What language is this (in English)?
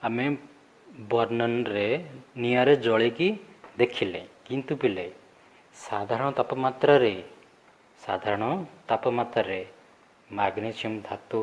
Odia